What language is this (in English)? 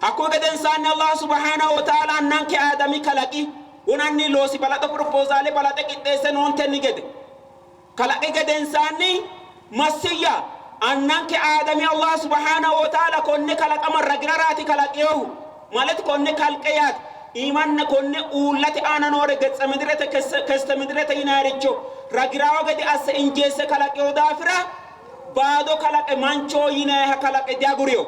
Sidamo